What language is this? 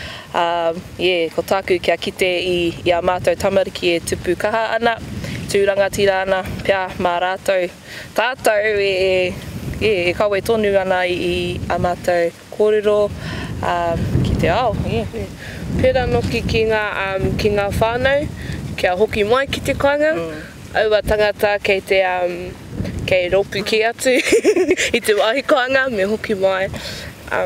Māori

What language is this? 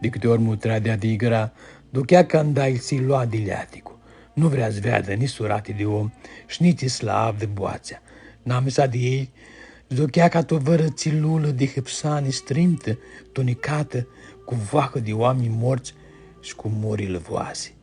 Aromanian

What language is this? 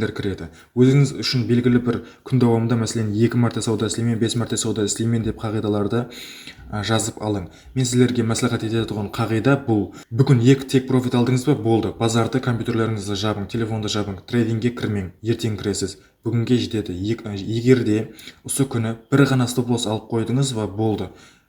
Kara-Kalpak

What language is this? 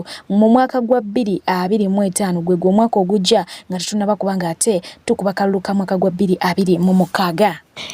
Ganda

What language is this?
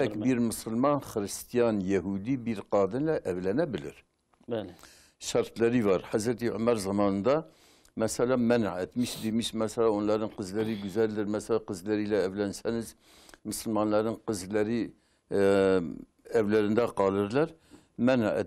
Kurdish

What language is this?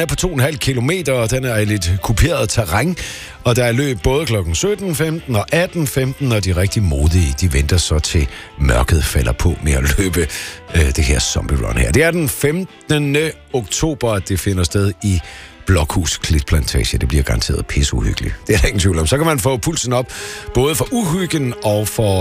Danish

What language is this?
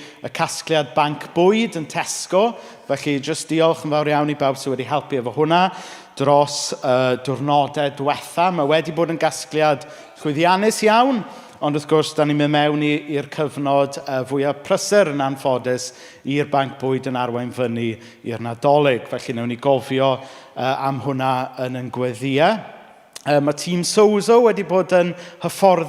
Welsh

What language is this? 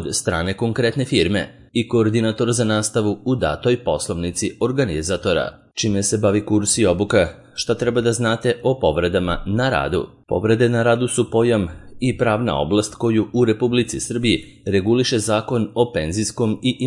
Serbian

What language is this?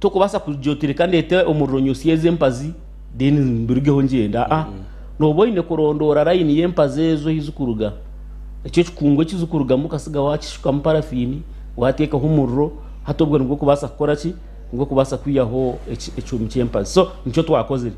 Nyankole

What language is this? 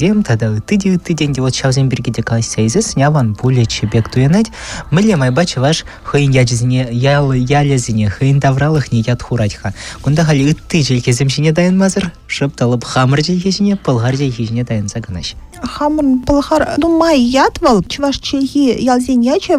Chuvash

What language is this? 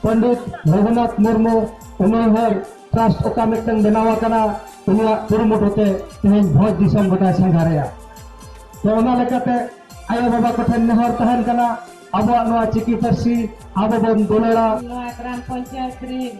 Santali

